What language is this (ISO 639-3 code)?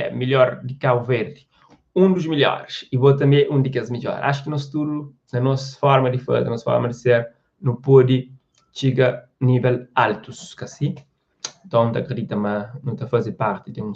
kea